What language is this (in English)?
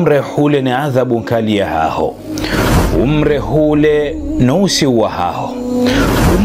Ngazidja Comorian